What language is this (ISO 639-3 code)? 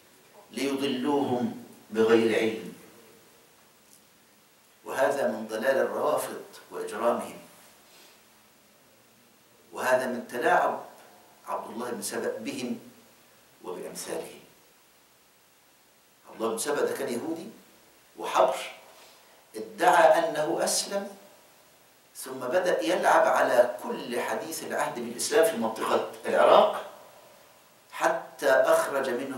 arz